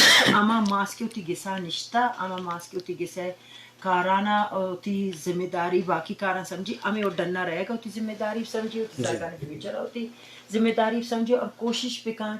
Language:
Eastern Balochi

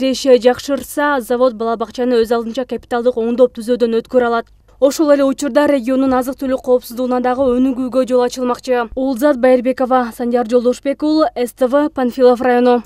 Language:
Kyrgyz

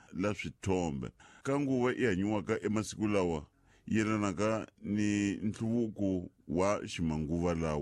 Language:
Tsonga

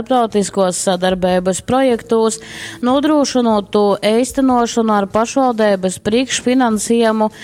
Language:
Latgalian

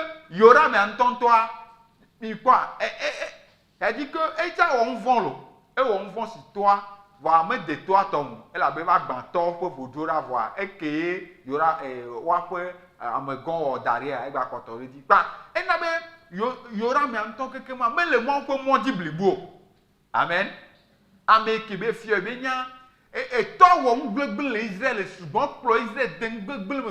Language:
Ewe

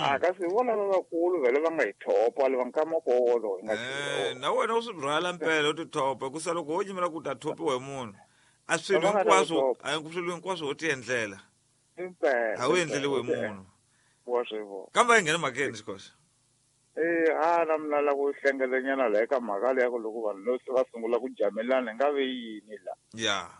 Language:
Tsonga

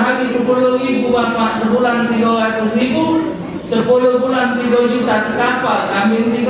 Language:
Musi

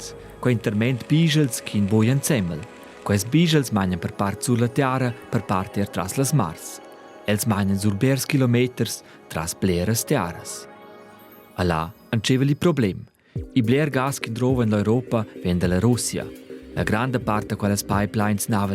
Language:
Romansh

